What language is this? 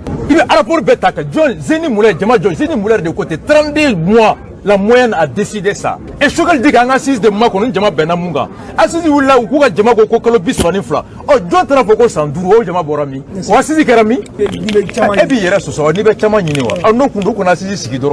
Bambara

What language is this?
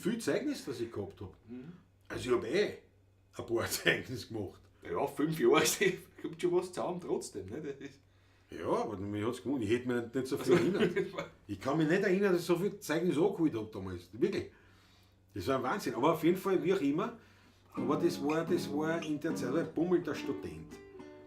Bavarian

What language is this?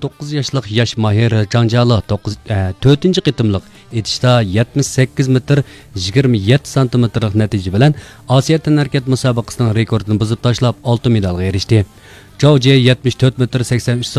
Uyghur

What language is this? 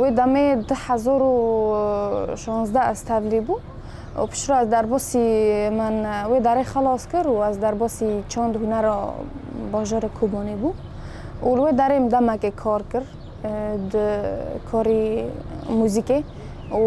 Kurdish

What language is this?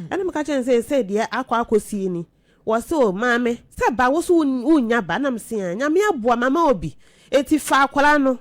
Akan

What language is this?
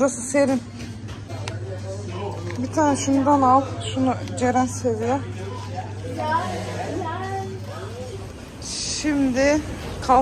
Turkish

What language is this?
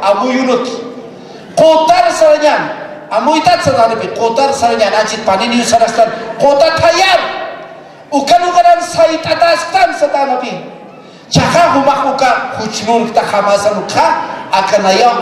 Aymara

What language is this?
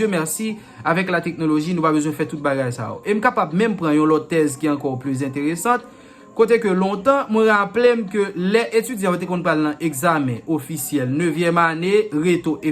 Haitian Creole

